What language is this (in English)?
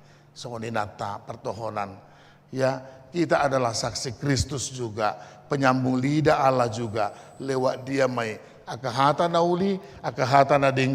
Batak Toba